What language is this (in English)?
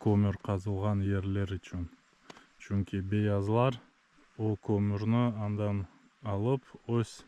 Crimean Tatar